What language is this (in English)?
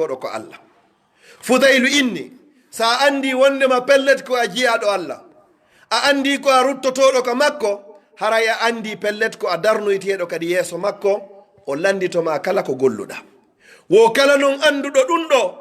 Pular